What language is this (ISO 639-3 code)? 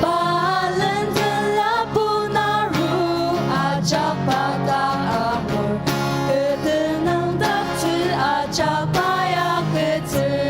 njo